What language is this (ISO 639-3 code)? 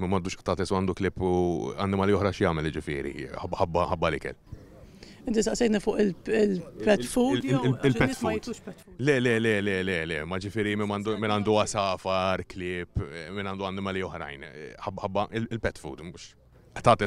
mlt